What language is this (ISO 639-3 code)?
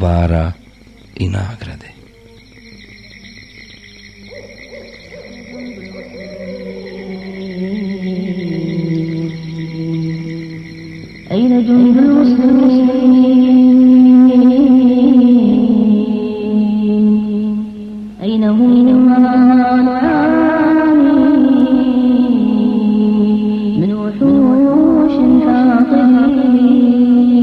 bos